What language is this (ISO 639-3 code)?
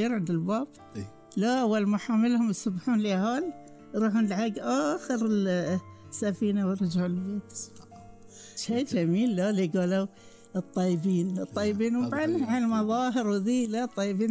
afb